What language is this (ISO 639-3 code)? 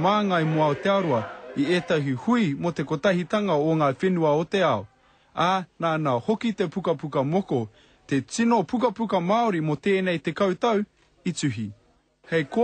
mri